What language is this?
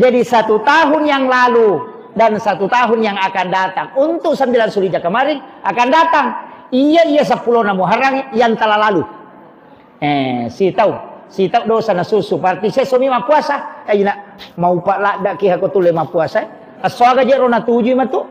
Buginese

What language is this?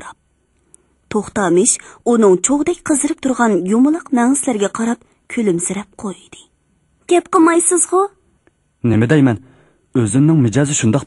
Uyghur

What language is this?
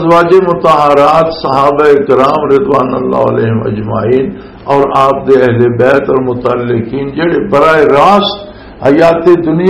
Western Panjabi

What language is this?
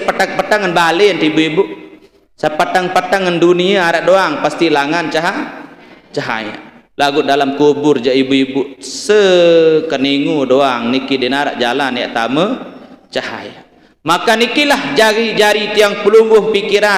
Sasak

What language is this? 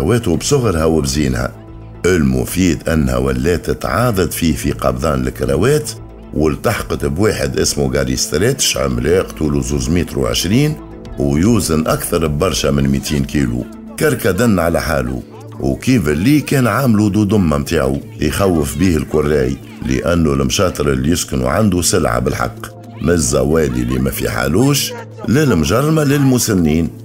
Tunisian Arabic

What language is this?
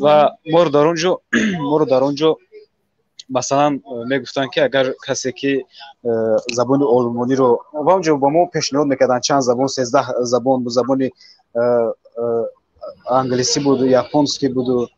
Tajik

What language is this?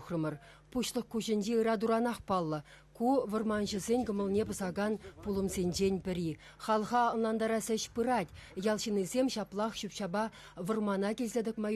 Chuvash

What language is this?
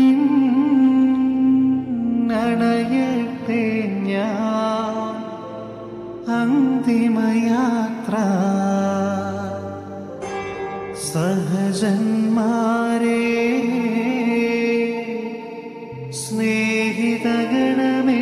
Malayalam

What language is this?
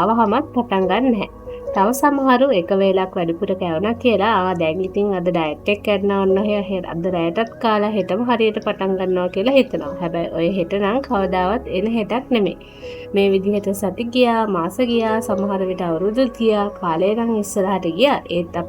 Sinhala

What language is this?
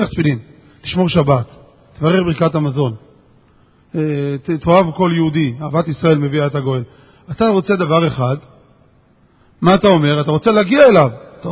Hebrew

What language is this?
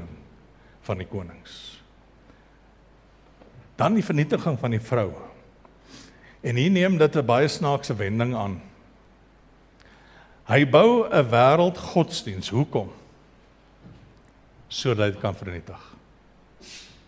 Afrikaans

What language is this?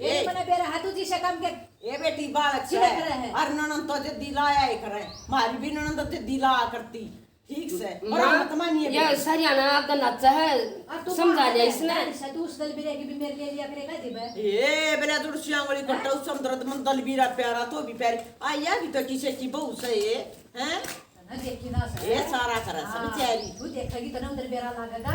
Haryanvi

